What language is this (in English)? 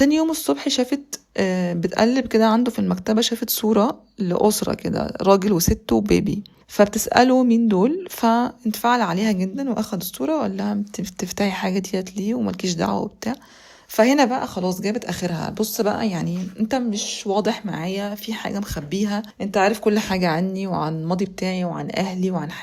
Egyptian Arabic